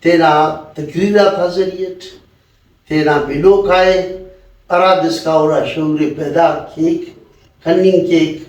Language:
Brahui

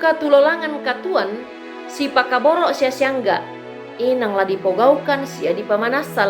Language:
Toraja-Sa'dan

